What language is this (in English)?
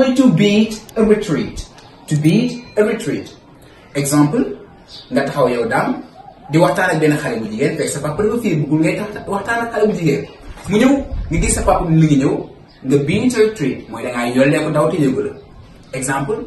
Wolof